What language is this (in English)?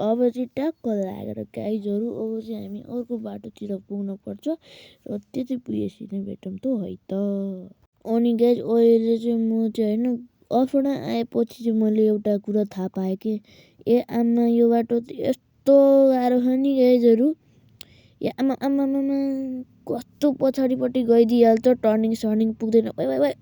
Nepali